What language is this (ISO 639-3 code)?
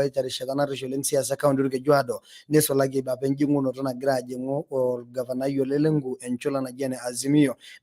mas